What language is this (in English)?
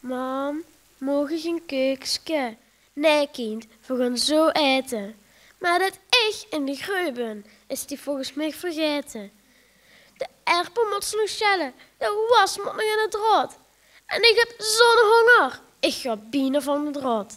Limburgish